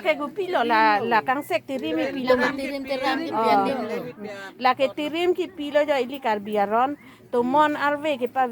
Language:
Karbi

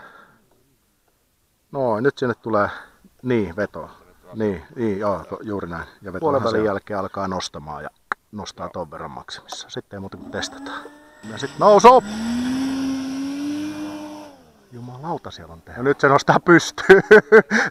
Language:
Finnish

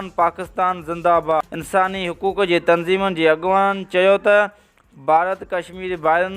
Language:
Sindhi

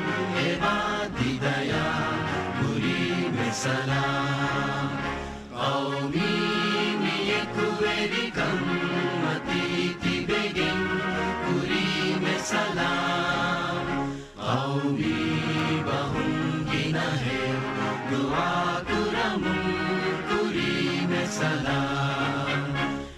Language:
Divehi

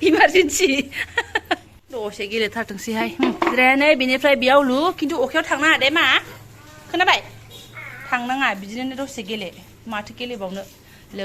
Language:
Bodo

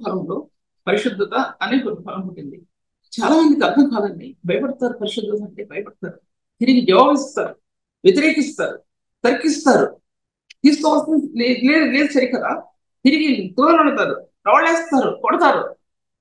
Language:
Telugu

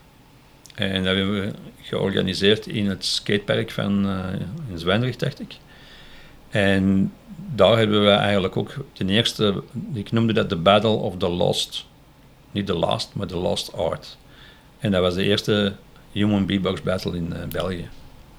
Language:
Dutch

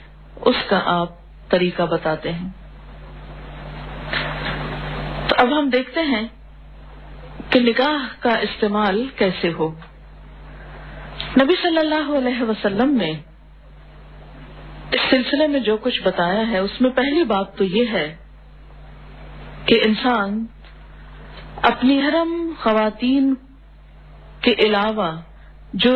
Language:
Urdu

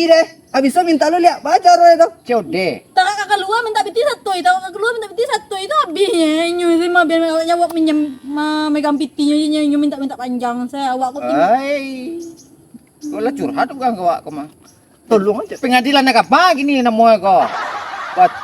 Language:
Minangkabau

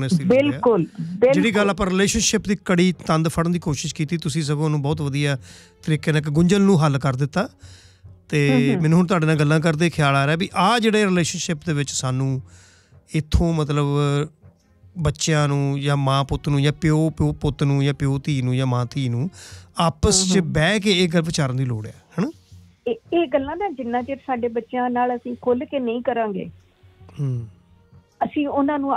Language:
Punjabi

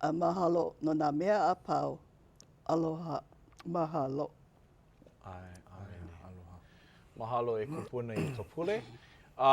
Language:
Hawaiian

